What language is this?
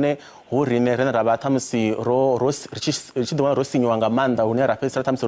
Venda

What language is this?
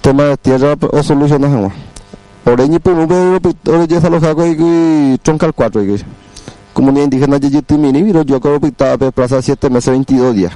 Guarani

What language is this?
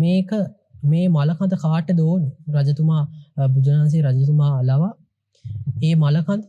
Sinhala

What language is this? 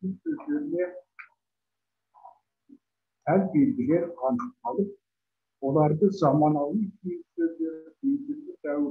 Kazakh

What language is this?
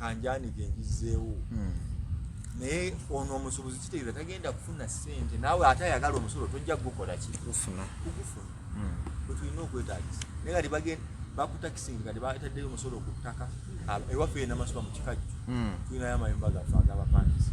Ganda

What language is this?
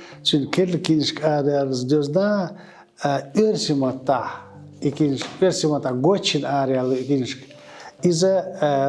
Chechen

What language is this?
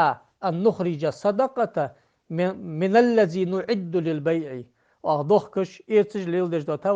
Ingush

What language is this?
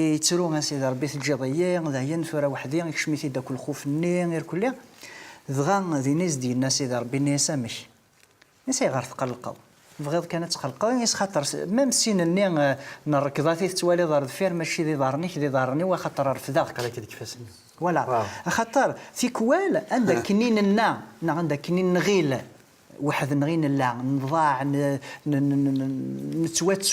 Kabyle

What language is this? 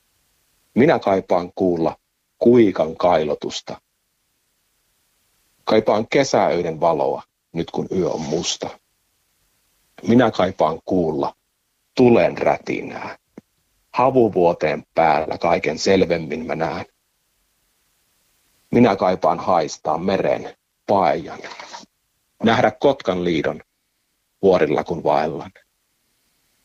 Finnish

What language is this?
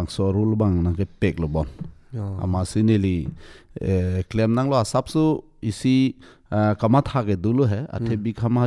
Karbi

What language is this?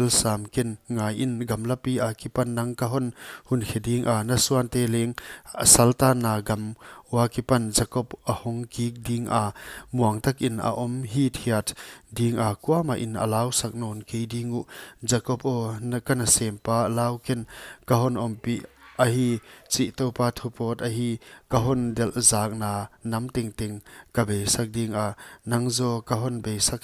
Paite Chin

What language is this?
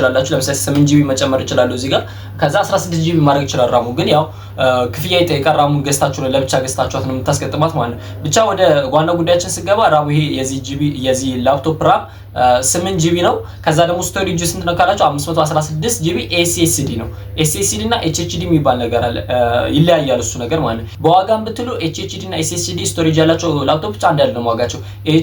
Amharic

